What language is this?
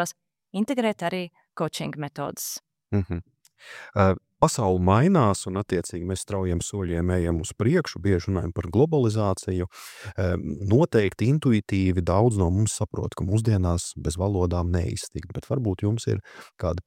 Latvian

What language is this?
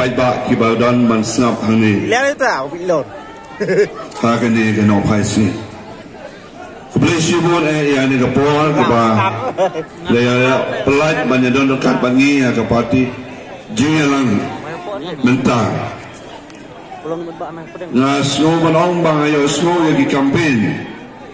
Khasi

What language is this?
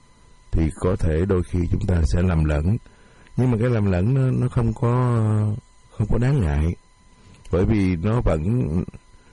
Vietnamese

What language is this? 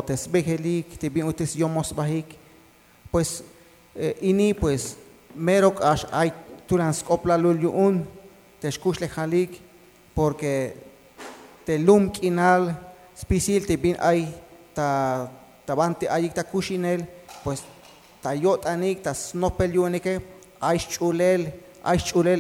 Tzeltal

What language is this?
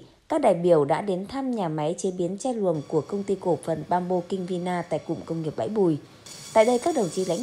Vietnamese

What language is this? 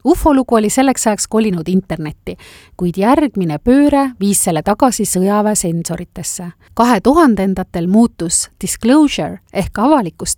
Estonian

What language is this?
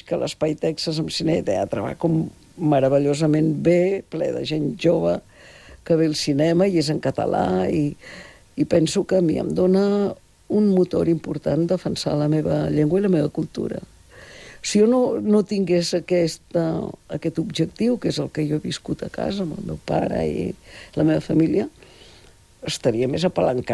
Catalan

